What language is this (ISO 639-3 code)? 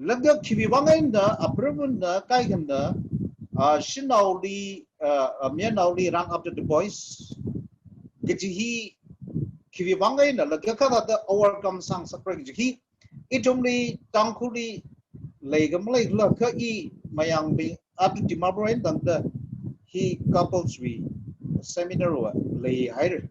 nmf